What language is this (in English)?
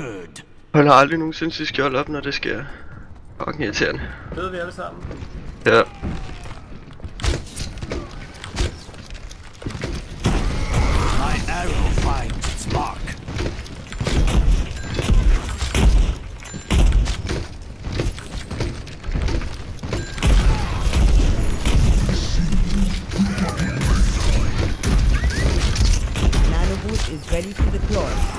Danish